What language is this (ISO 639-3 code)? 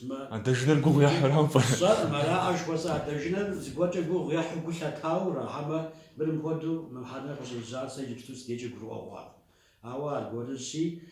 kbd